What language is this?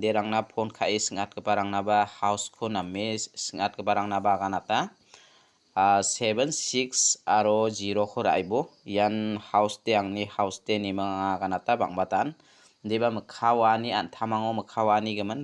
Garo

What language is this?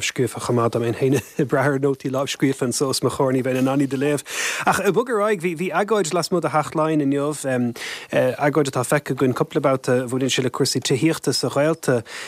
Irish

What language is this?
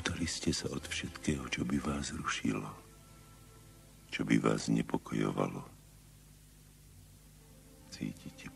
Slovak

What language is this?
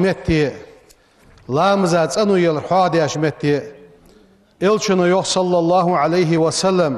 Ingush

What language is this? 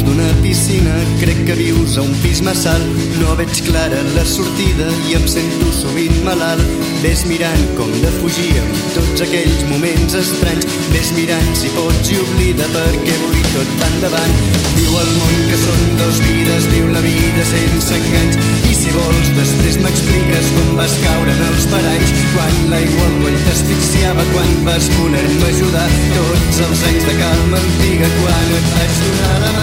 Catalan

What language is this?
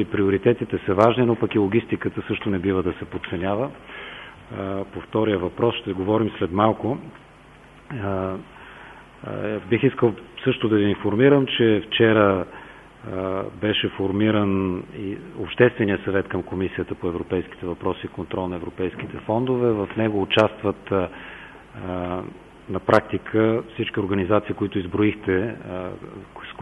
Bulgarian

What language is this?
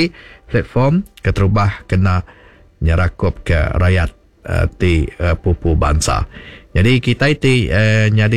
Iban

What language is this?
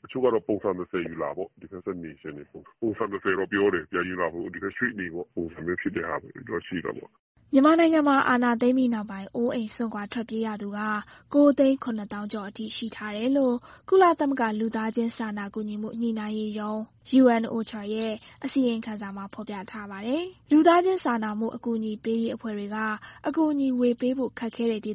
Burmese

